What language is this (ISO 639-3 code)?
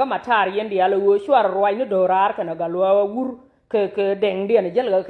nus